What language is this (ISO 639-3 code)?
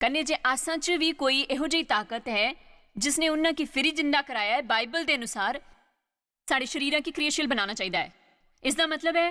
doi